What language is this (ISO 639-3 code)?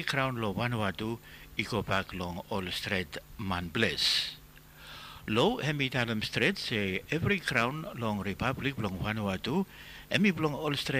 bis